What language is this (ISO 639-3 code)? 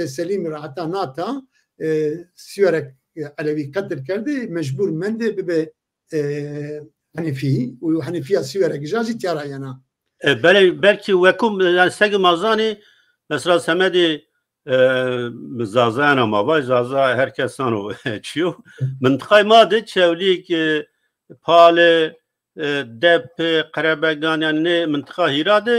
zza